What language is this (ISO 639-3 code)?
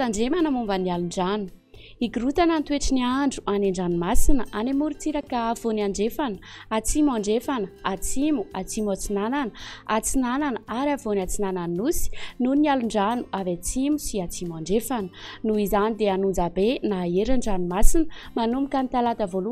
mlg